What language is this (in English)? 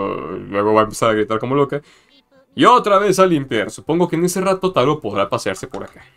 Spanish